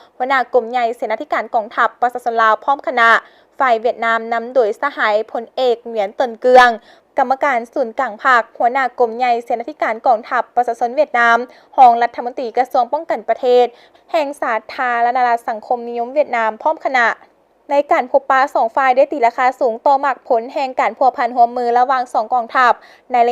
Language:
Lao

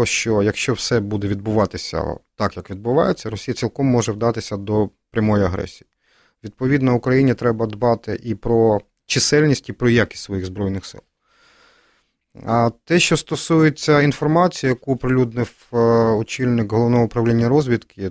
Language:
Ukrainian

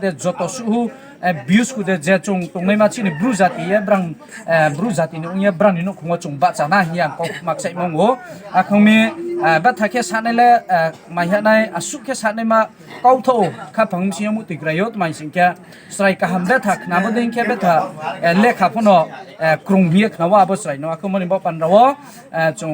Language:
Riang (India)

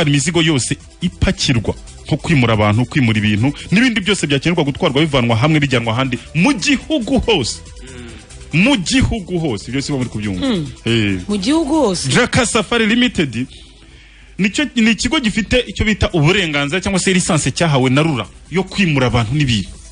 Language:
Kinyarwanda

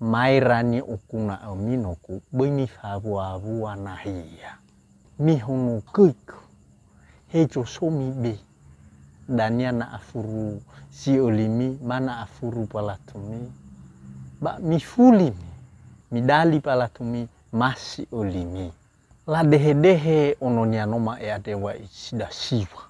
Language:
Nias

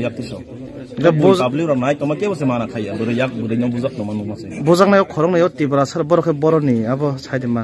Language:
Kok Borok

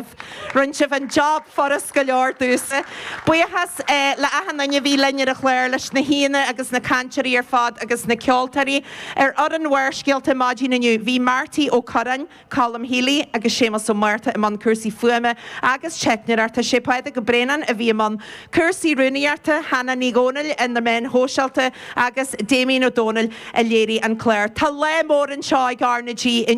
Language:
Irish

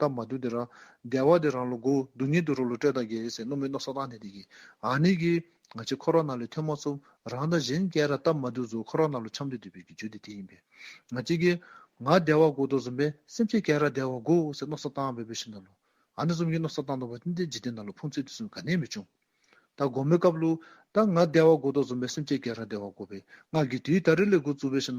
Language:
Dzongkha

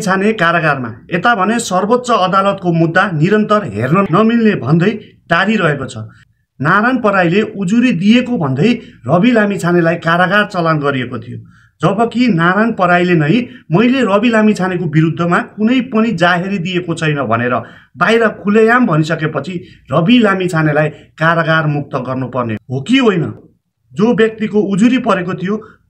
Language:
Nepali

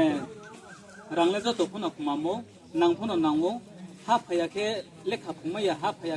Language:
Riang (India)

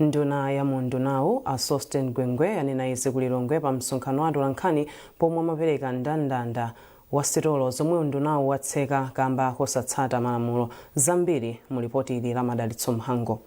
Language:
Nyanja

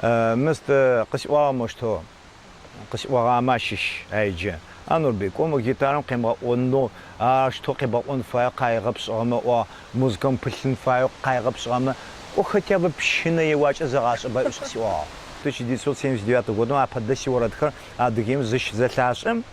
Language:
Adyghe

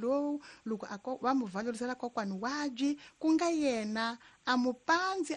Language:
Tsonga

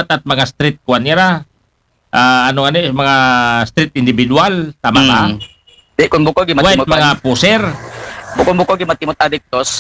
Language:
Aklanon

